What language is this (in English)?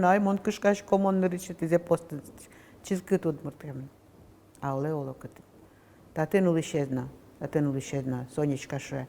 Udmurt